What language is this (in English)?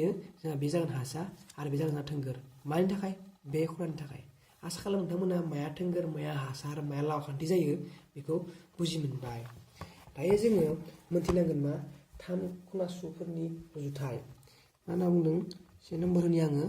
Bodo